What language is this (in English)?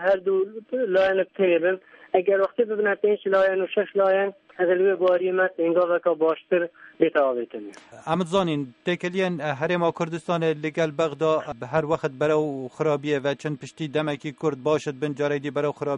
Kurdish